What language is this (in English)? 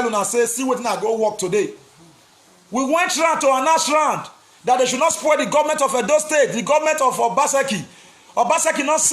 Nigerian Pidgin